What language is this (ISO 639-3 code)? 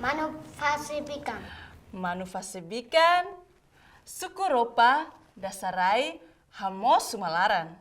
tet